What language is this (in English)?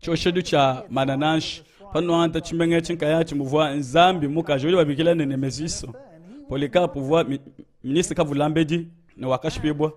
Luba-Lulua